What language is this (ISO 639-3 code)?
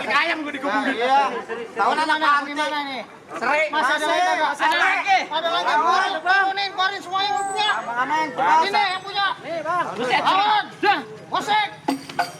bew